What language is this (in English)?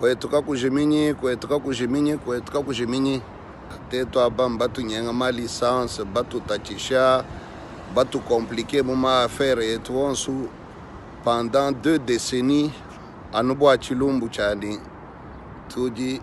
Luba-Lulua